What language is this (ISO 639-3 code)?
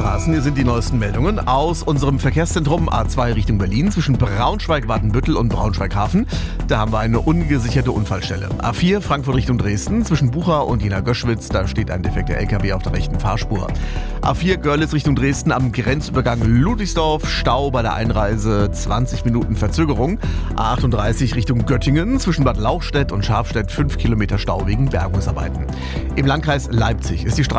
deu